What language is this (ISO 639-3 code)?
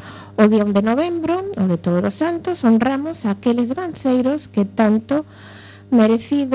glg